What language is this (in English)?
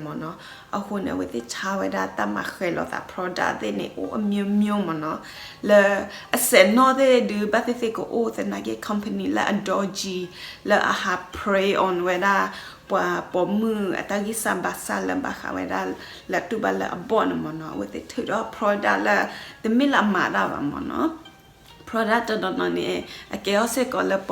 S'gaw Karen